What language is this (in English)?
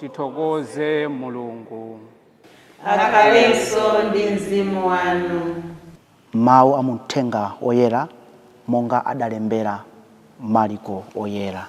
Nyanja